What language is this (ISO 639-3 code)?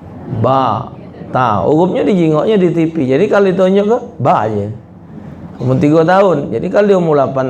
mui